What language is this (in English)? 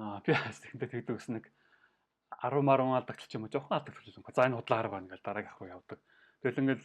Mongolian